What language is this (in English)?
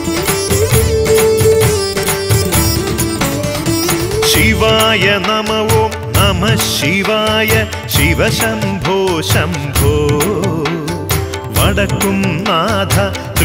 Malayalam